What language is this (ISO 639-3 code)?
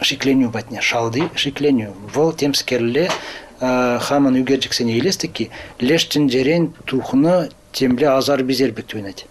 chv